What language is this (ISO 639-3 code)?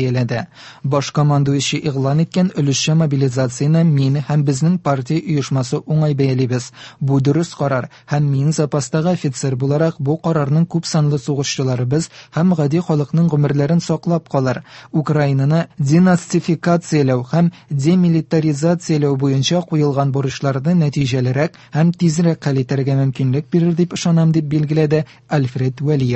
tat